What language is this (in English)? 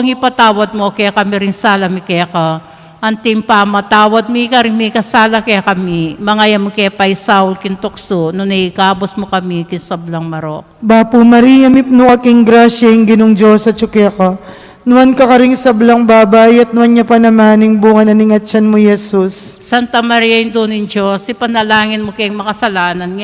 Pampanga